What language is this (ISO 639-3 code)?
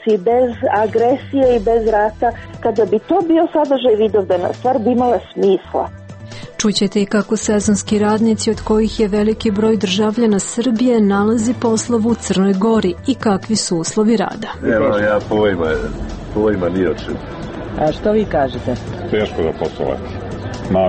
srp